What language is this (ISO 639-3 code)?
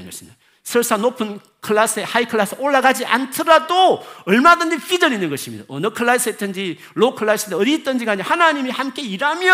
kor